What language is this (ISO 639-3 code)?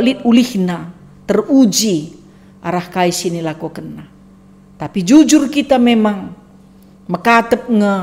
btx